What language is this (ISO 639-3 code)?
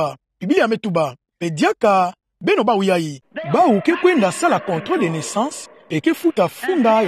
ktu